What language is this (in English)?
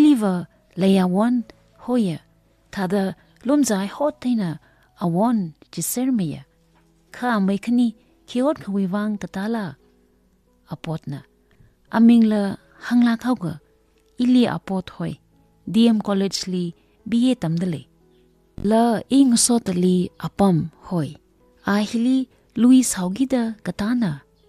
Tangkhul Naga (India)